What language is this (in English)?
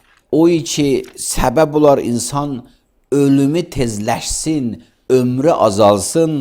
Azerbaijani